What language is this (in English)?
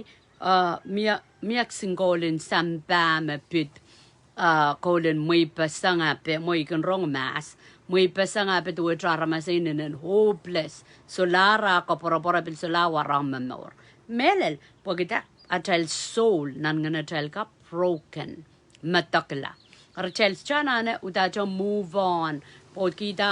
Pohnpeian